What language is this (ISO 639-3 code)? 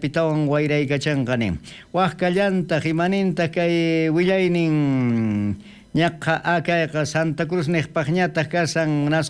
quh